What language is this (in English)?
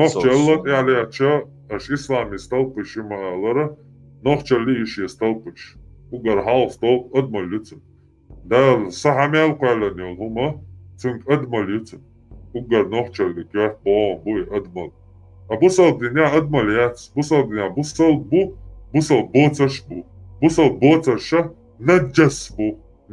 Chechen